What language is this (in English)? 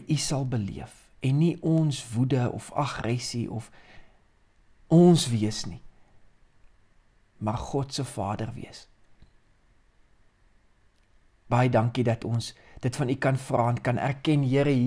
Afrikaans